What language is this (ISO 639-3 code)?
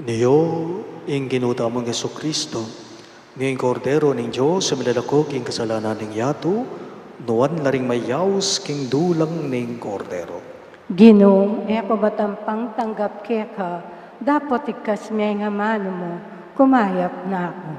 pam